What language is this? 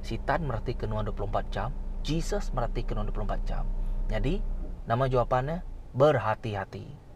Iban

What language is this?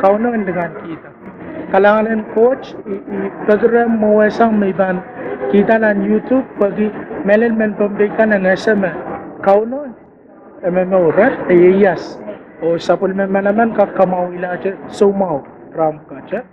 Pohnpeian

